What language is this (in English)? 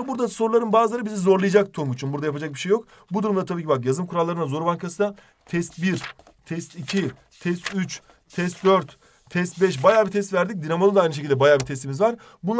Turkish